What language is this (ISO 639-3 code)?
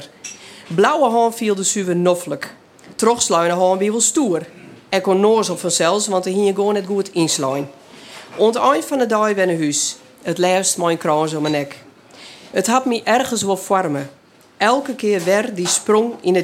fry